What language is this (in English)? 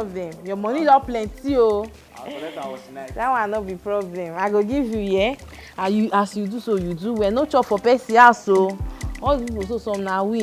Nigerian Pidgin